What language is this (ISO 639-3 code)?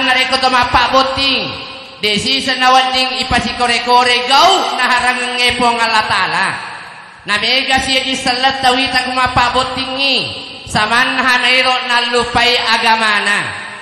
bug